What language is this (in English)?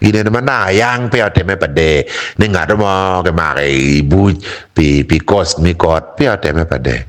Acoli